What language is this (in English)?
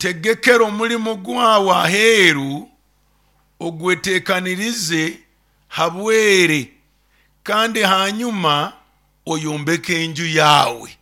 Nyoro